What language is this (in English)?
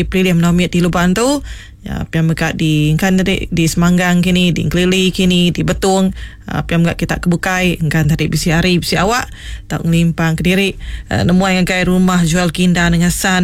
Iban